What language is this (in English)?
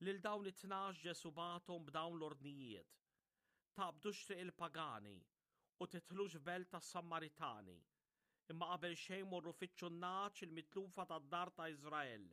Maltese